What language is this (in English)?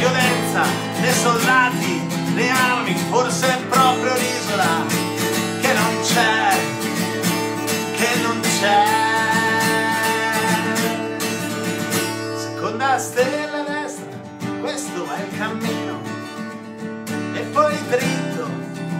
Italian